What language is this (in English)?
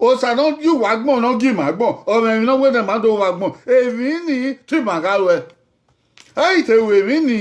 Bini